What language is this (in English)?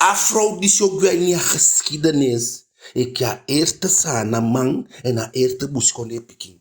Eastern Maroon Creole